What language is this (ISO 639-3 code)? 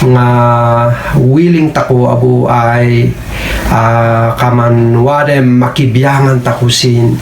kne